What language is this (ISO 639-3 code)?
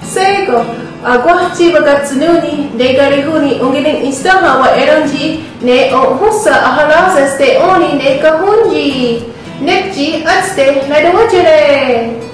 moh